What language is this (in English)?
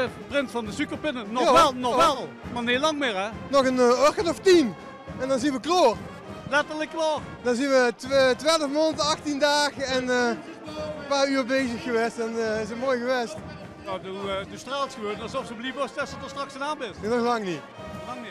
Limburgish